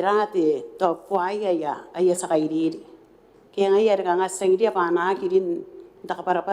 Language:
Gilbertese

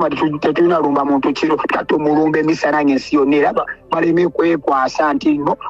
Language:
Ganda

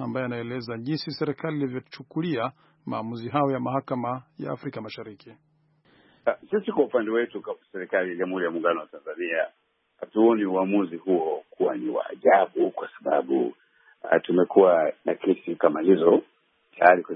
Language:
Swahili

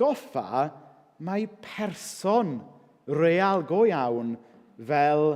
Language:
Welsh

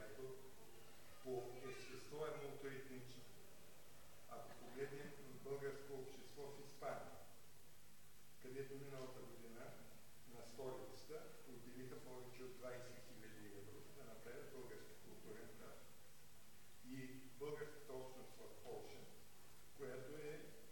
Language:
Bulgarian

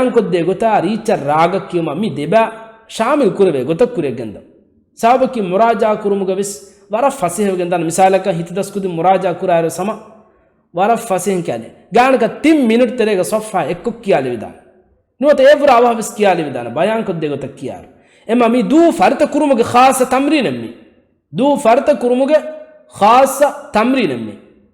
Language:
Divehi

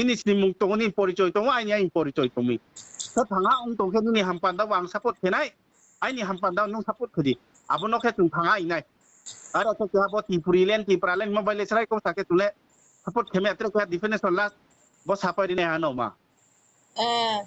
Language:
Riang (India)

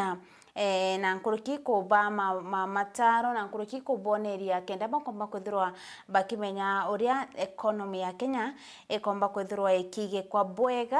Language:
Meru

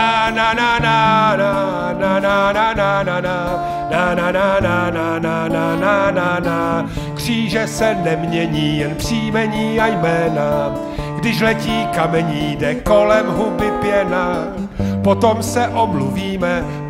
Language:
Czech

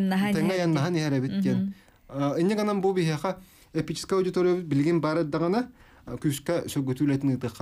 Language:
Yakut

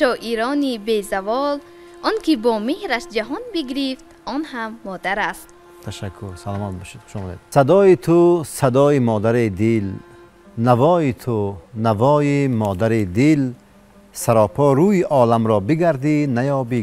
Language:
Tajik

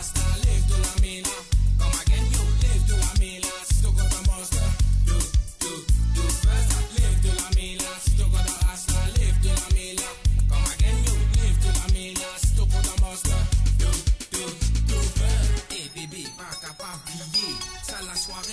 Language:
Morisyen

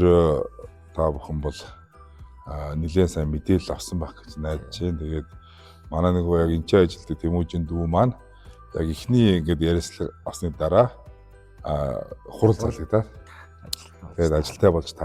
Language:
Mongolian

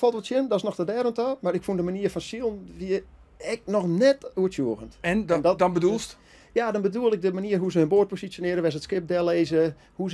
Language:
Western Frisian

